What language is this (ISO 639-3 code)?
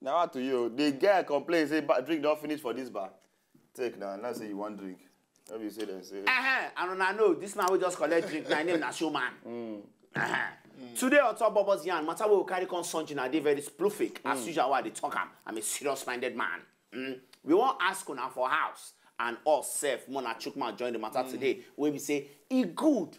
pcm